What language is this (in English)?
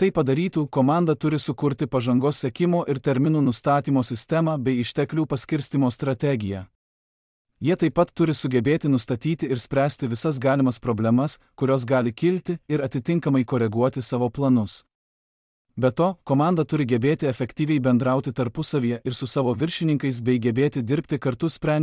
Lithuanian